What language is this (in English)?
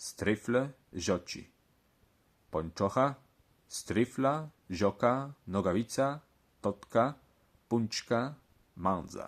Kashubian